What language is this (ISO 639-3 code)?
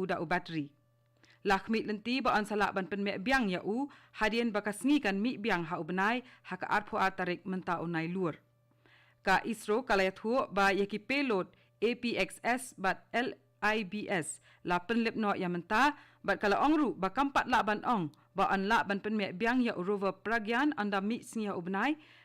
kha